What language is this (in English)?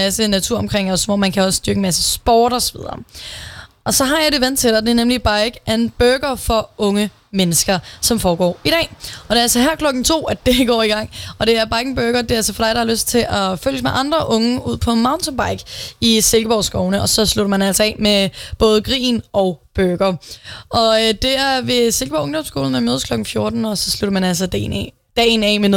Danish